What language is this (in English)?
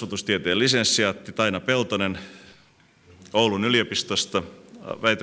Finnish